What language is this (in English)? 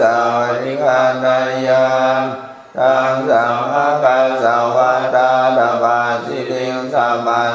Pali